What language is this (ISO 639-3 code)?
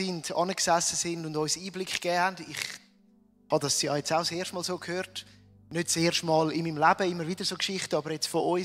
gsw